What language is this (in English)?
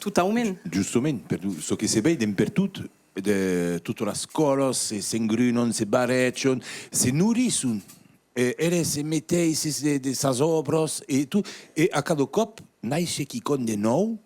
Occitan